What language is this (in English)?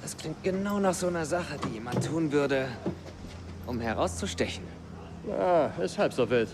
Swiss German